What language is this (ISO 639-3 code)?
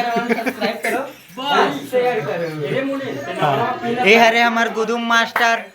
hne